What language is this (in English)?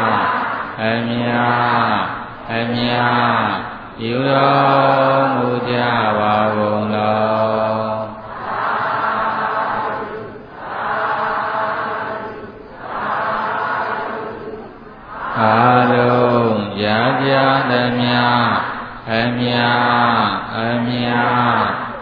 Burmese